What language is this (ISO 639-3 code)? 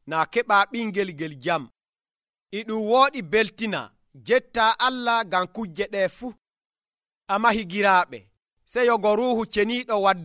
fuv